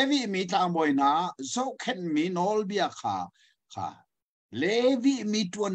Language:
Hakha Chin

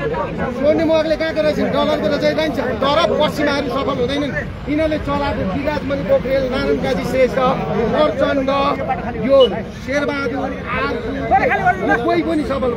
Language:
Nepali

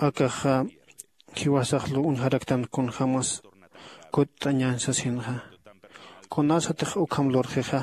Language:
Aymara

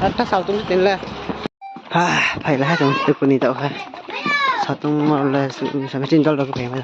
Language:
Riang (India)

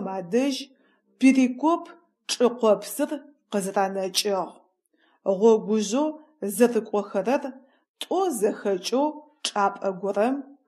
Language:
Adyghe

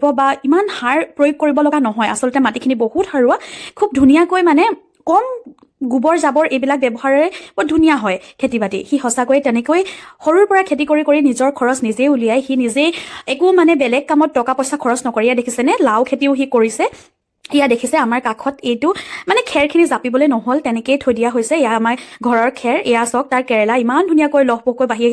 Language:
Assamese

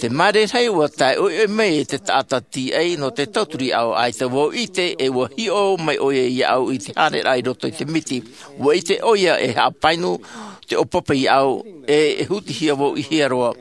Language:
Tahitian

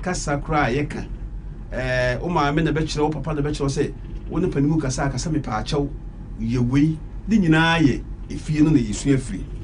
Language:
Akan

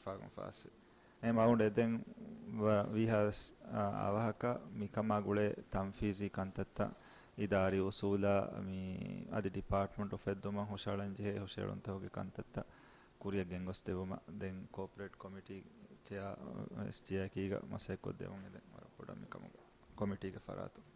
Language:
Divehi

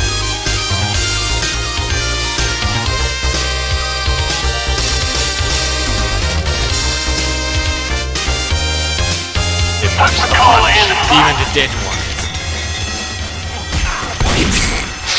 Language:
Finnish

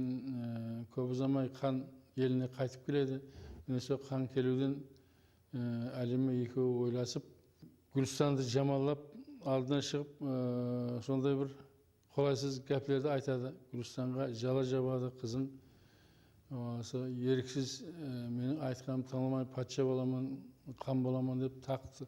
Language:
Kara-Kalpak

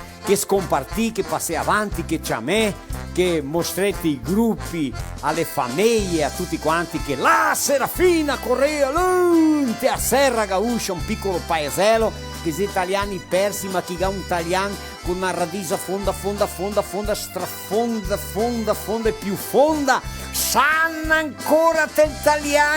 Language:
Venetian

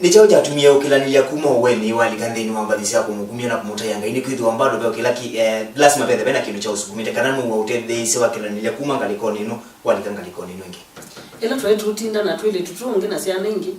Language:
Kamba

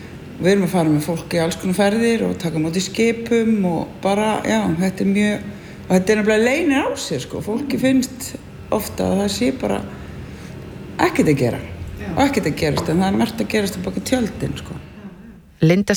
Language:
Icelandic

